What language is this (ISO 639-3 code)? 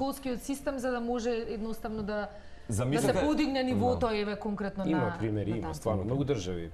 mkd